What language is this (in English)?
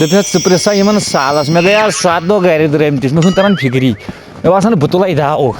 Kashmiri